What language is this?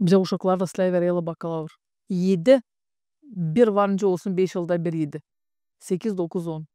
Gagauz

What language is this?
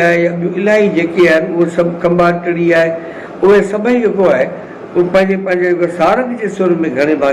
Sindhi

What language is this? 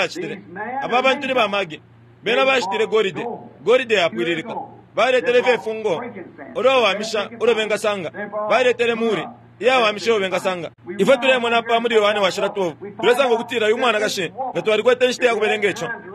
Bemba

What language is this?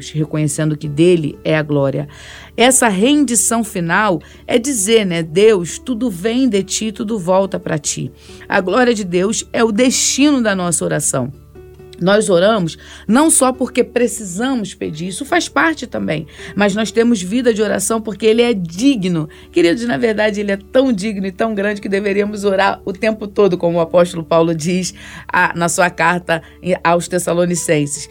Portuguese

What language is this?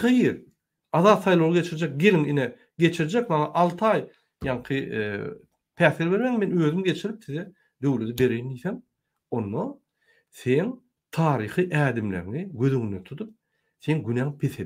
Turkmen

